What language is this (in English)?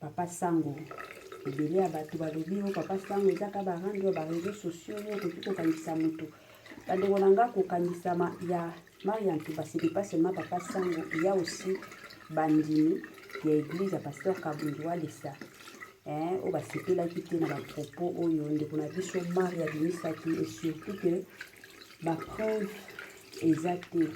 Lingala